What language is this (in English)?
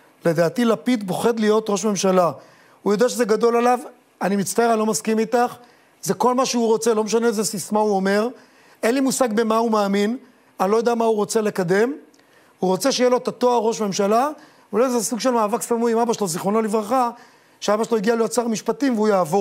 Hebrew